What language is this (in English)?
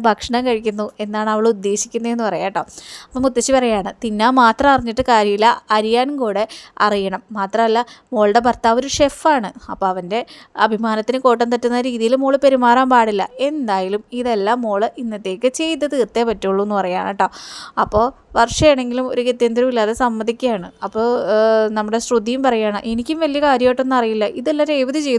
Malayalam